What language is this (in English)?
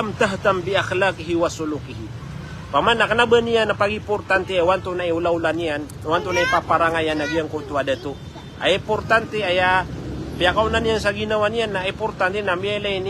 Maranao